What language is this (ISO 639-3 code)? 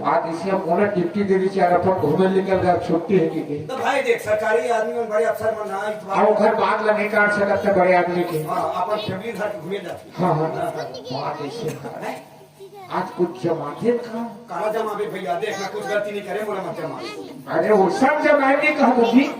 hne